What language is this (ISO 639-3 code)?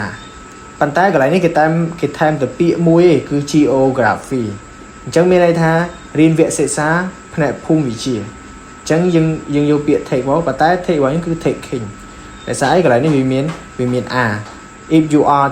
khm